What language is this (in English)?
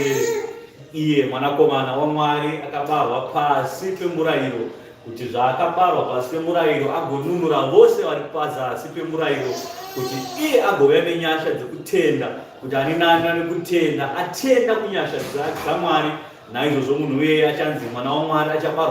Shona